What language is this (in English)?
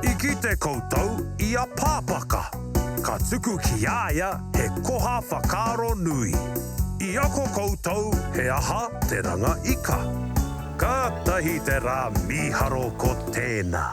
Māori